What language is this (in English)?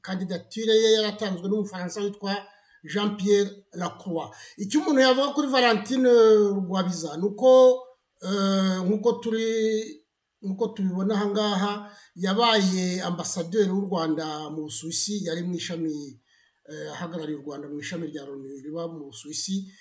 Kinyarwanda